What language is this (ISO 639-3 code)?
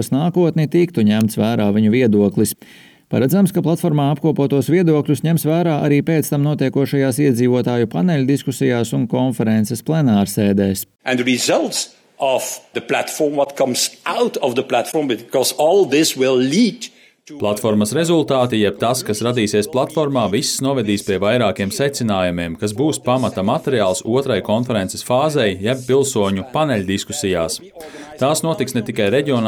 lav